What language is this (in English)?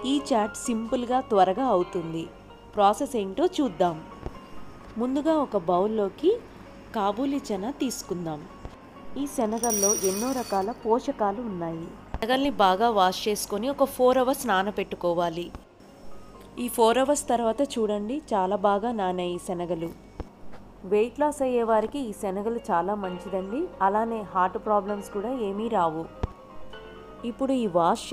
Telugu